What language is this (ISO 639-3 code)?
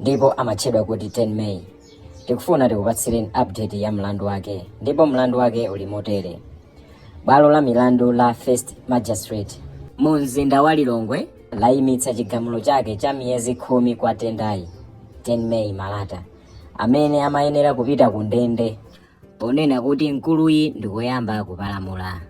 nya